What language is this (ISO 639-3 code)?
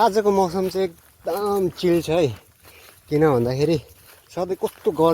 nep